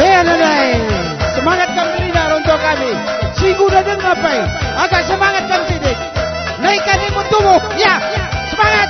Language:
Batak Karo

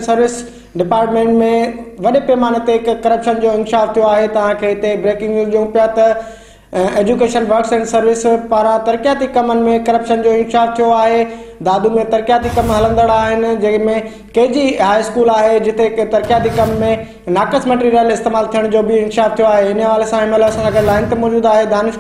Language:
Sindhi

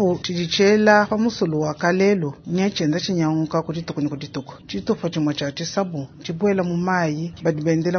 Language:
Luba-Lulua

